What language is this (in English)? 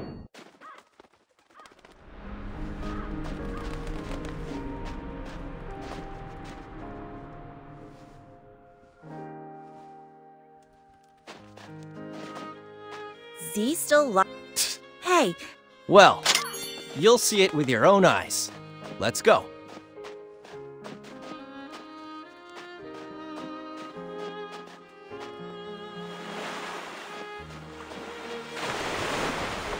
English